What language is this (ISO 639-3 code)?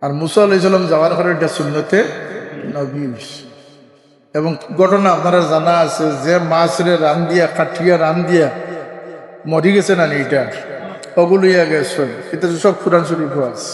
syl